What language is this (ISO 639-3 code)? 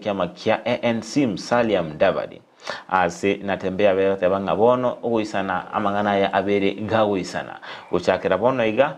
guz